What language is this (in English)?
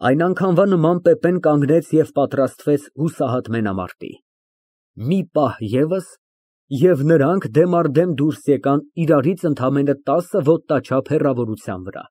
Armenian